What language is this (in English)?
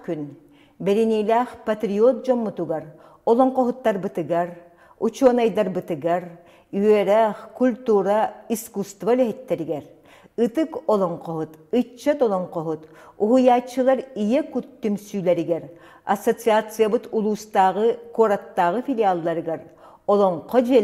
Yakut